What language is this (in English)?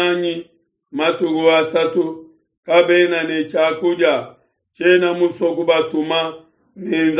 Luba-Lulua